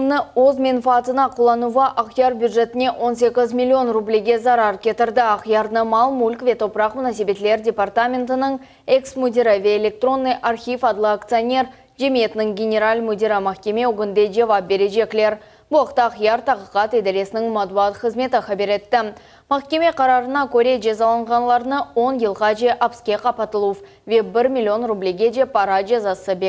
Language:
Crimean Tatar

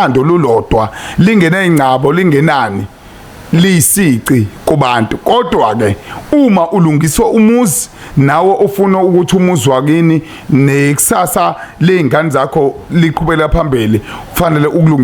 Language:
Zulu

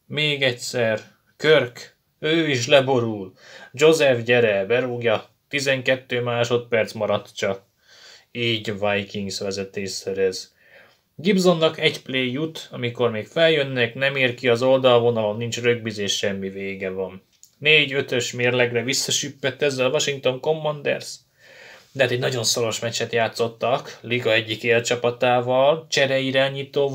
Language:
Hungarian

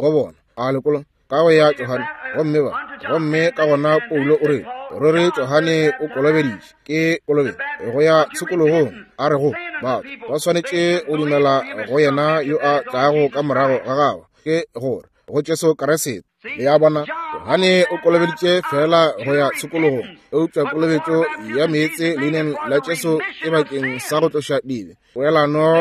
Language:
Northern Sotho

